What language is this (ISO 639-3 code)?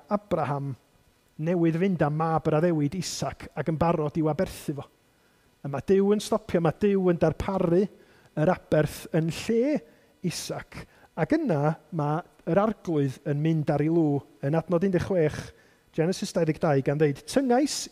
cym